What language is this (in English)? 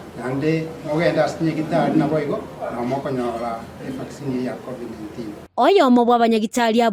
Gusii